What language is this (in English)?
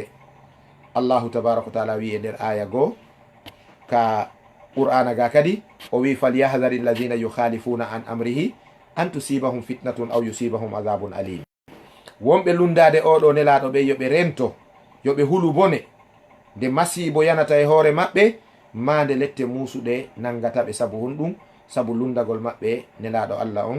Fula